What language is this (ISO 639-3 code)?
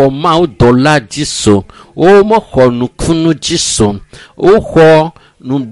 ewe